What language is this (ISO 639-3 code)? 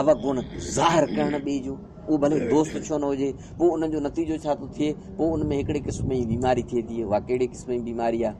snd